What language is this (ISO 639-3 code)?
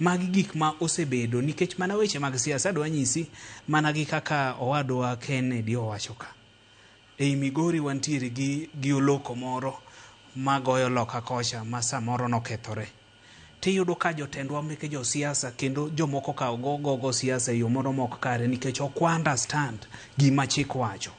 luo